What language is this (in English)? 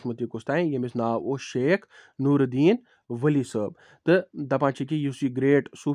Kashmiri